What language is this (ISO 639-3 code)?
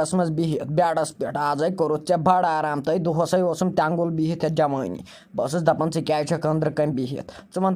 kas